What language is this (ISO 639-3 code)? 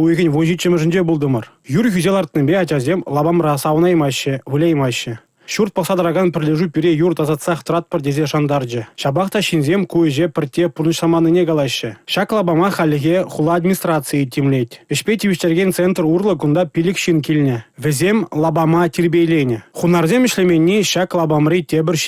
chv